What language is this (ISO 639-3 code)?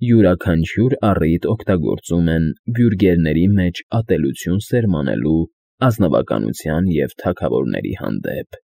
hye